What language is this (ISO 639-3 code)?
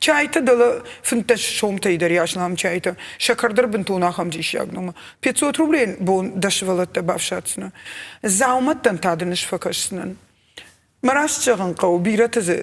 oss